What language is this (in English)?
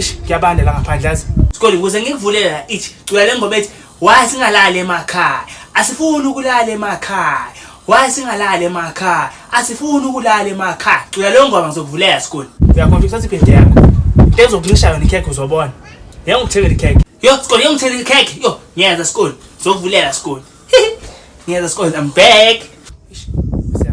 Zulu